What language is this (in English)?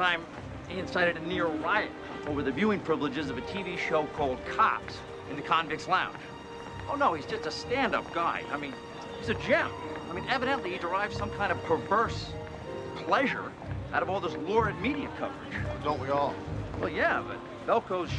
English